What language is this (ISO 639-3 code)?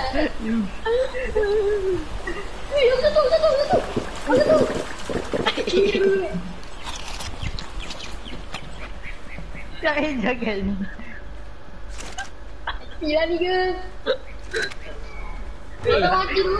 msa